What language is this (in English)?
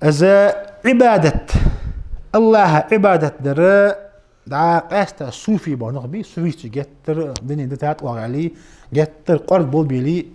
Ingush